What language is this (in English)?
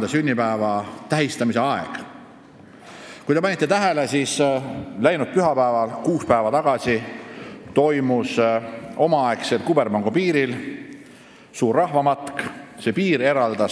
Estonian